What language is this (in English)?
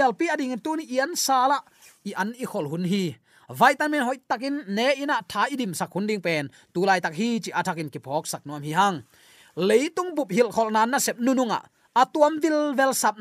Tedim Chin